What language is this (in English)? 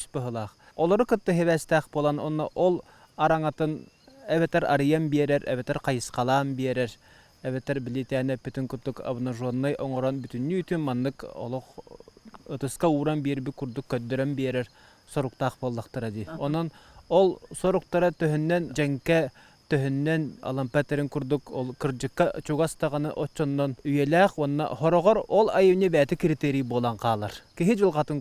Yakut